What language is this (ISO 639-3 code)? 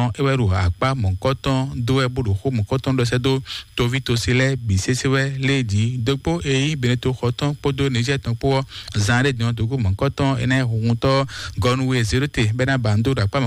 fon